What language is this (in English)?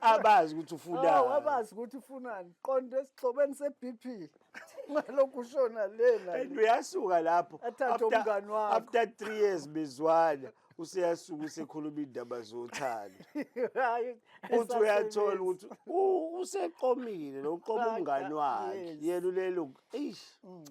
Zulu